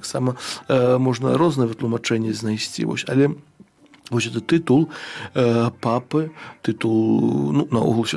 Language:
Belarusian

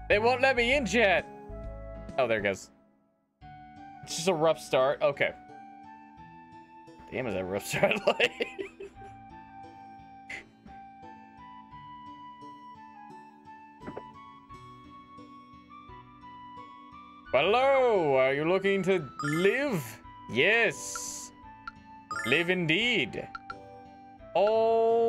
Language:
English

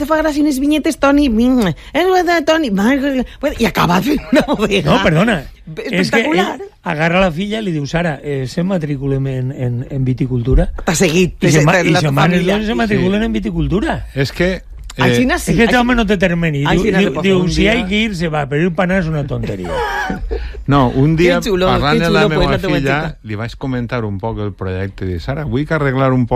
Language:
Catalan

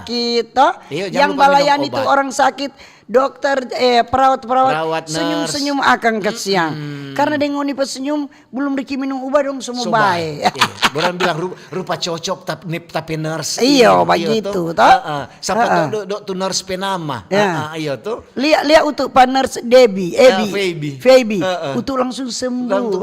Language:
Manado Malay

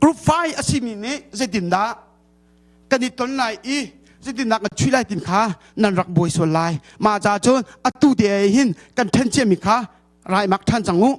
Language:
Hakha Chin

